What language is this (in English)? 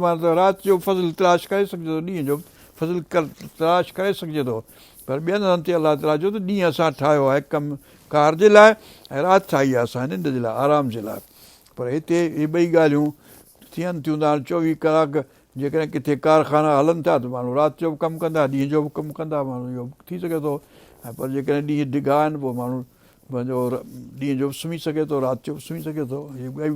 Sindhi